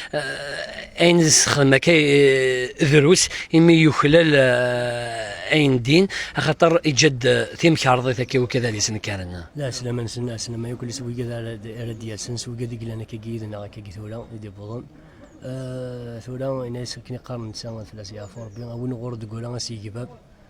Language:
Kabyle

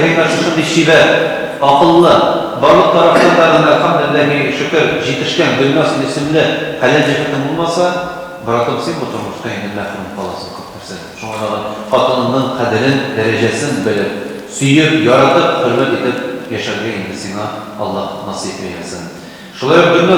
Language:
Tatar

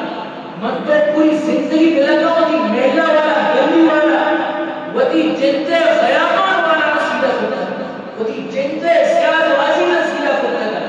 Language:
Eastern Balochi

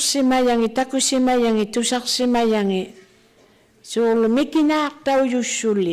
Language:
Inuktitut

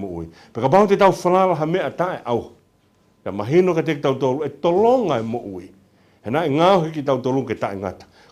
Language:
Tongan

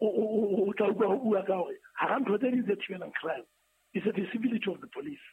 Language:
Southern Sotho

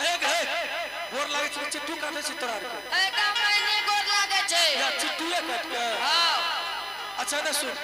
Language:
Angika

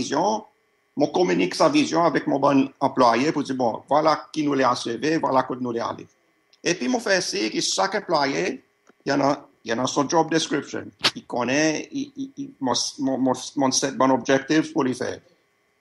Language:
Seselwa Creole French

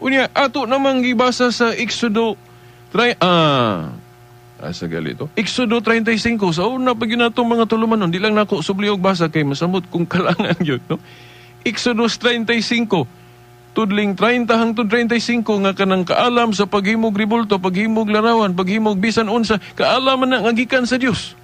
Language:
Cebuano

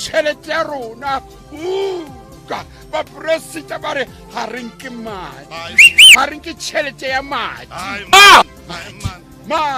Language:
Tswana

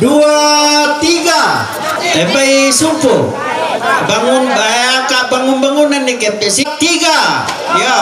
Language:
Toraja-Sa'dan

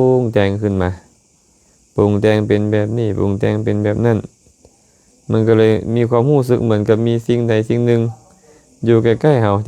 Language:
Lao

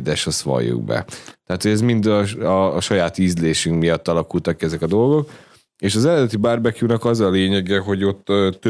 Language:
Hungarian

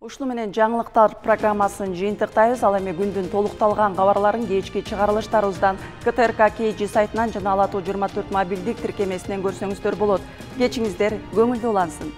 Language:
Kyrgyz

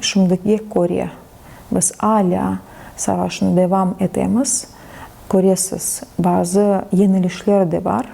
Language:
Crimean Tatar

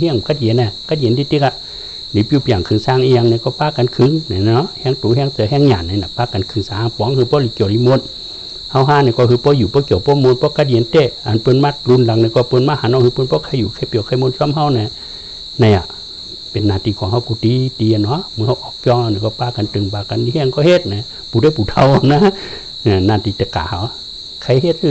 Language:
Shan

